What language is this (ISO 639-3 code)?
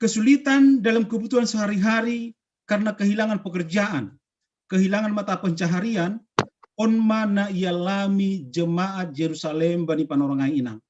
bts